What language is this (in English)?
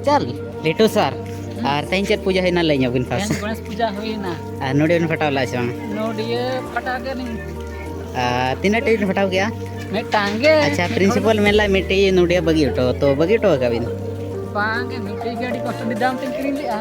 Santali